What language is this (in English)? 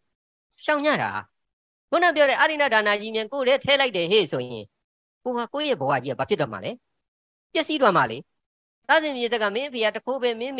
Burmese